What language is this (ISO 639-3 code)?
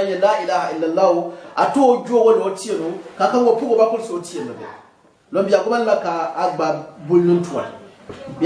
gux